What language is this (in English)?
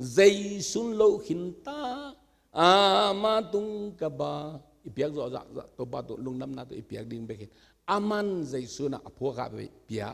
Tedim Chin